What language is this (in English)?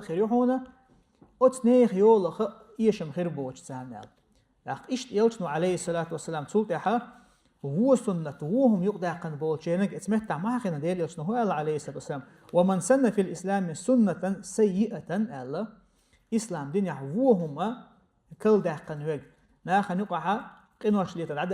Chechen